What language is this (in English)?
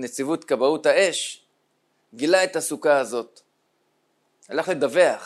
Hebrew